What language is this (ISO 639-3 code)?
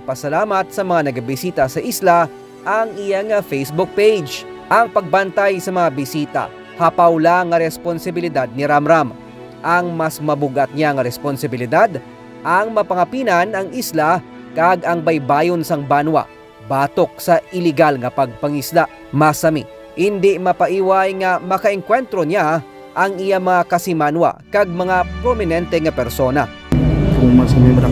hil